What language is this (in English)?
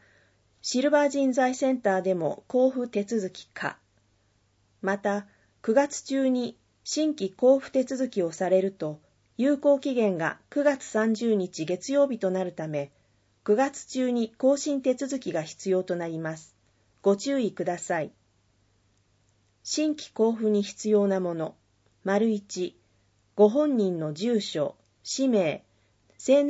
Japanese